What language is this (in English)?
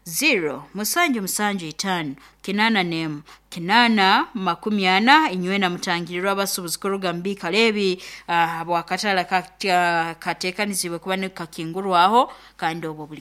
Nyoro